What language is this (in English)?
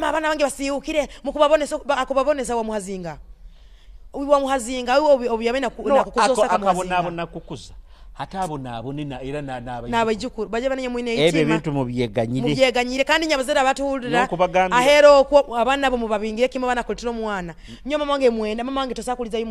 Nyoro